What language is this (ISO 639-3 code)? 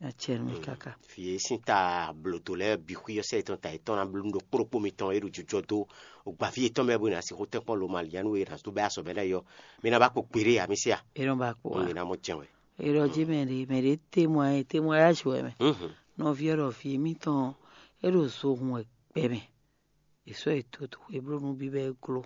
fon